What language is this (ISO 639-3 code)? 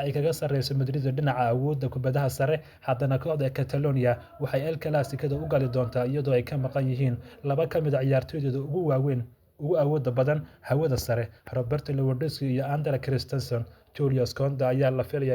som